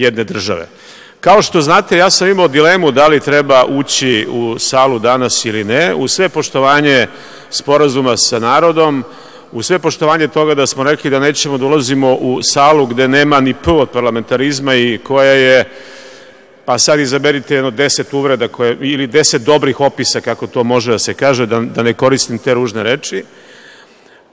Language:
Serbian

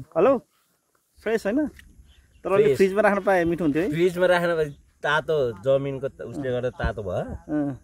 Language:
Nepali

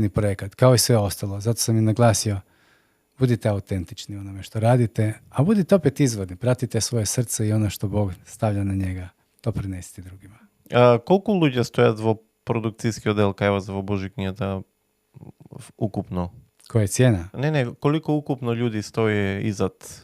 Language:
Macedonian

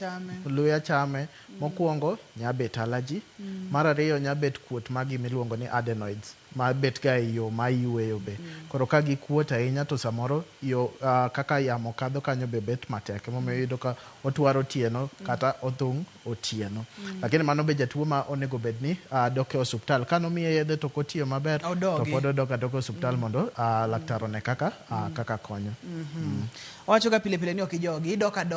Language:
Luo (Kenya and Tanzania)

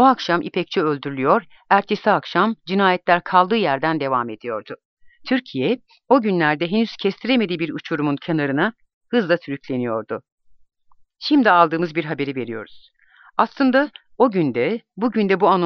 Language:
Turkish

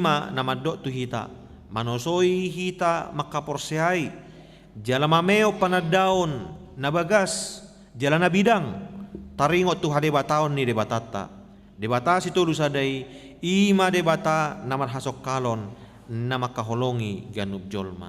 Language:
Batak Toba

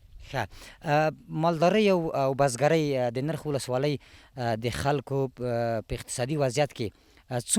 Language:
Pashto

